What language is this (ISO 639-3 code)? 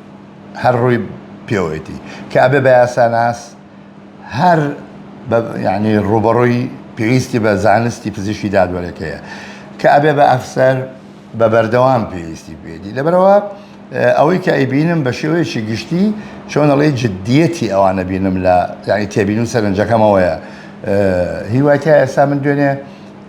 ckb